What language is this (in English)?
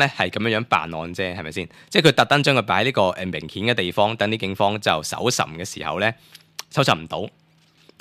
Cantonese